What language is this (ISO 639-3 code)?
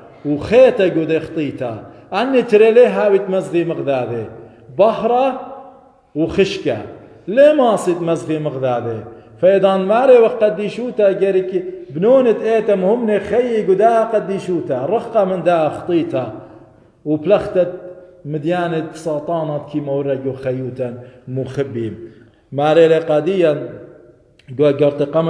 aii